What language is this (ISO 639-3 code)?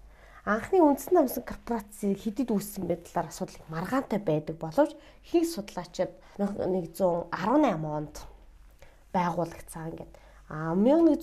mon